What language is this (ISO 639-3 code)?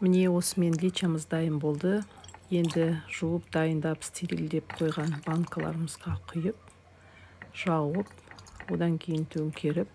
kaz